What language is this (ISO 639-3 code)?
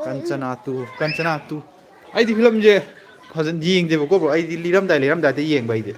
mni